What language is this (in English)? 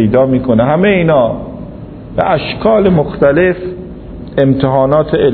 Persian